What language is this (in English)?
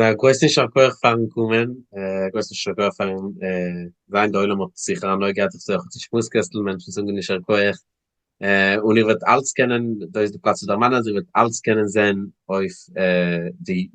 Yiddish